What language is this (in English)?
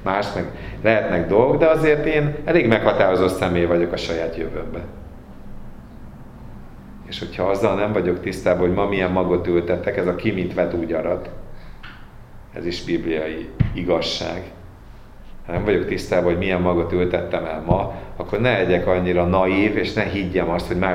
Hungarian